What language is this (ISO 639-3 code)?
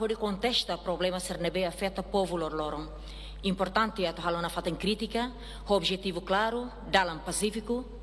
tet